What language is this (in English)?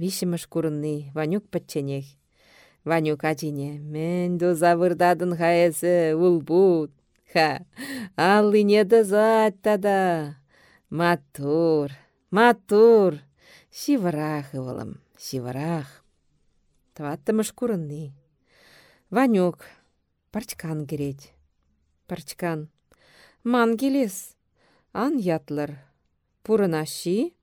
Chuvash